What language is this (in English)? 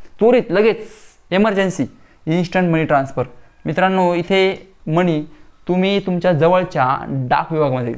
Marathi